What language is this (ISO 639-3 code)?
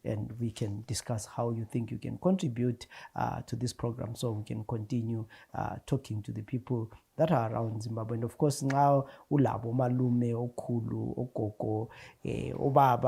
nde